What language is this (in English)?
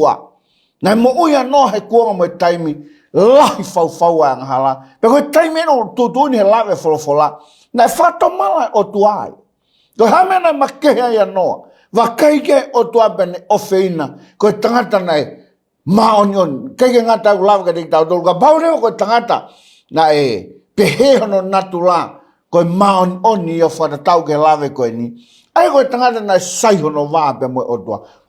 Tongan